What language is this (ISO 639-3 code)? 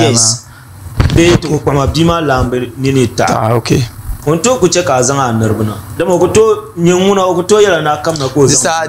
dag